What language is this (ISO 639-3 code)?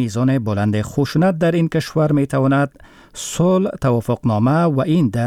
fas